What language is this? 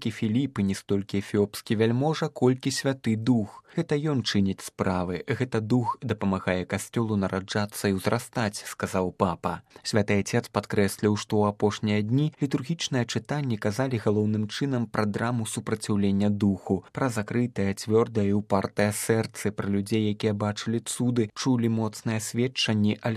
Belarusian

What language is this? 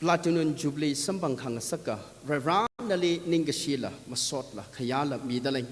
Tangkhul Naga (India)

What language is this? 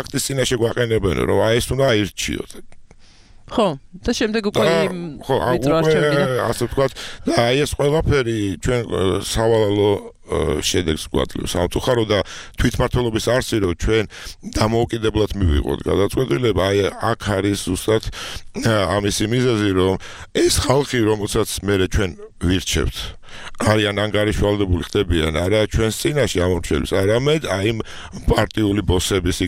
Georgian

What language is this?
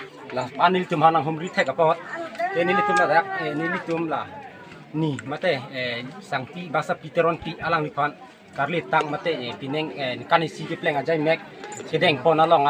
Karbi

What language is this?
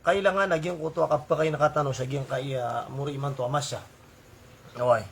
Maranao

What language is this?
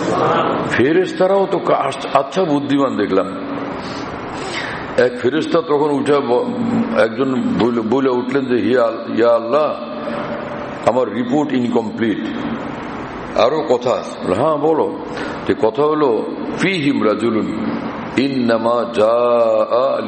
Bangla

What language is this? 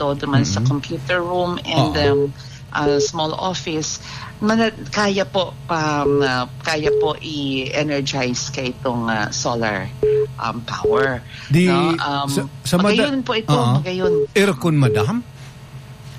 Bikol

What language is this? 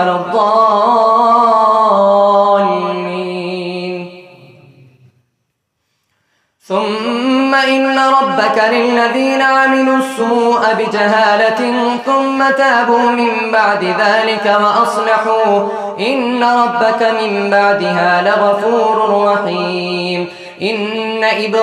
Arabic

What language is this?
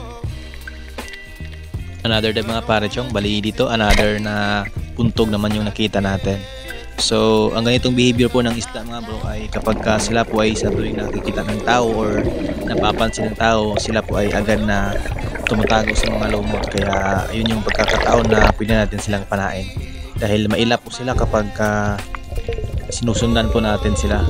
Filipino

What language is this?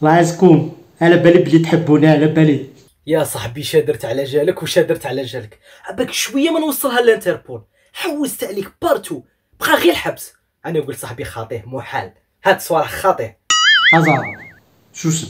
Algerian Arabic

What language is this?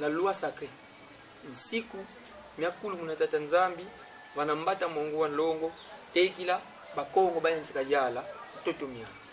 Kongo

